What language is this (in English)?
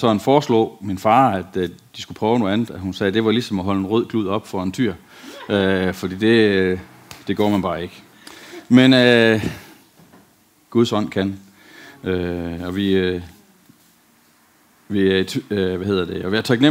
Danish